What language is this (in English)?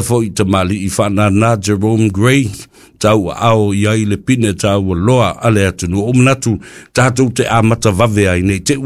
Samoan